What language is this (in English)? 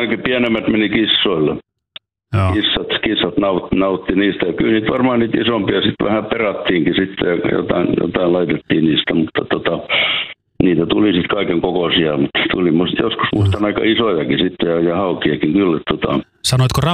Finnish